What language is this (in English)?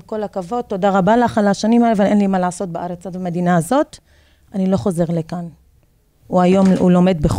Hebrew